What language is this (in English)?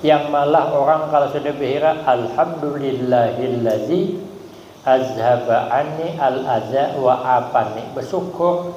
Banjar